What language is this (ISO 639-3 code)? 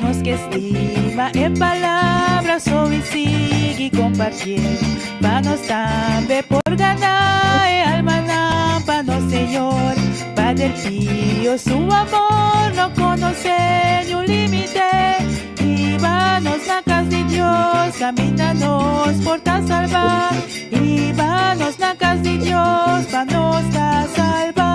pap